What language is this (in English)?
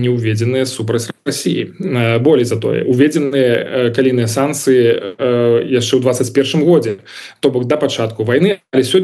Belarusian